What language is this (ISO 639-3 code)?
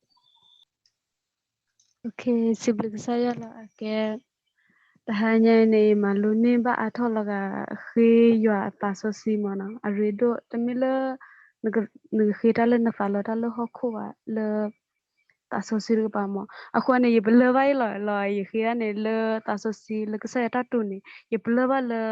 ksw